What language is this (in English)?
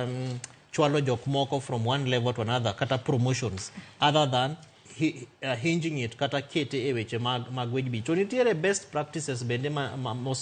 Luo (Kenya and Tanzania)